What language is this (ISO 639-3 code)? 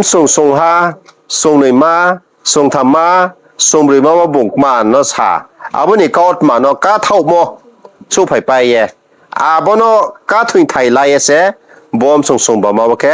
ria